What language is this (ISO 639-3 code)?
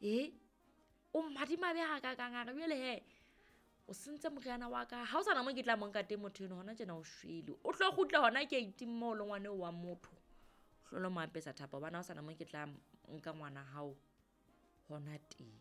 sot